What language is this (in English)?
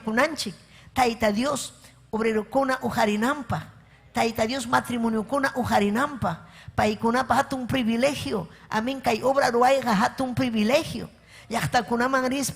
Ayacucho Quechua